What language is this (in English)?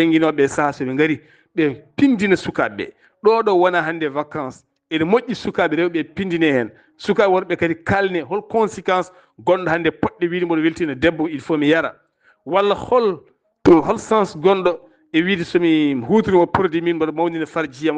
Fula